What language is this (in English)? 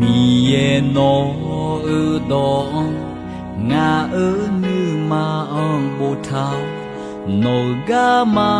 Akha